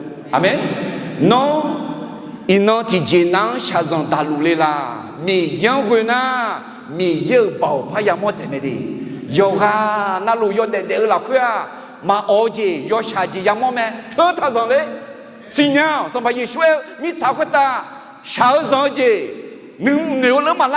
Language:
Akha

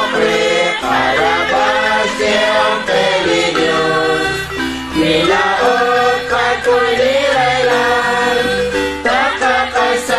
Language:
Kekchí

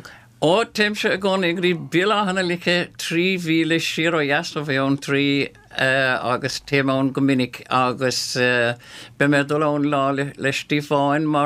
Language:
Irish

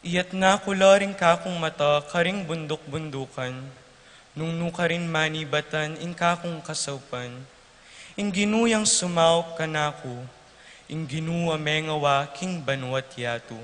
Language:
Pampanga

